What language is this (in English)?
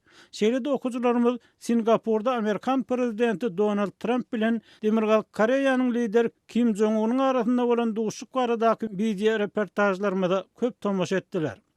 Turkmen